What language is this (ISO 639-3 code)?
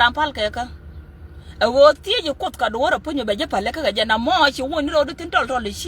nus